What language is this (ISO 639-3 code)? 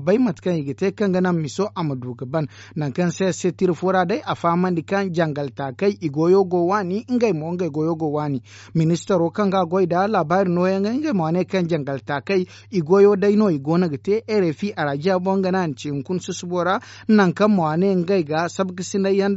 dje